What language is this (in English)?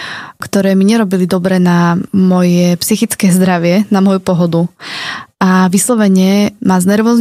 Slovak